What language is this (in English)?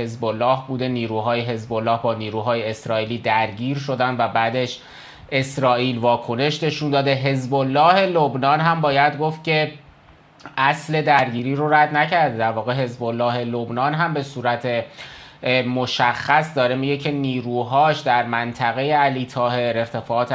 Persian